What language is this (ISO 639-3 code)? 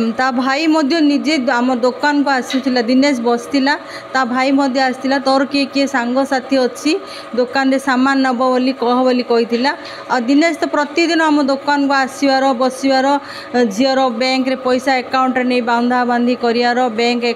ori